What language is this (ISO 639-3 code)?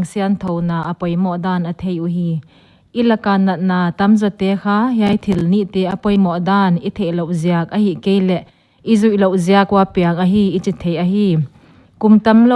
pck